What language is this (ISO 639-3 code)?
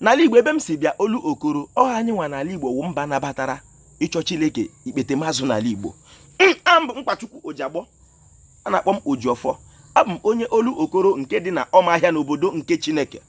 ibo